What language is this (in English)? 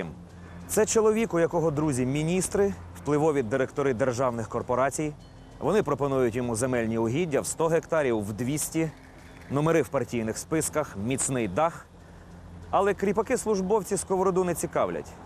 Ukrainian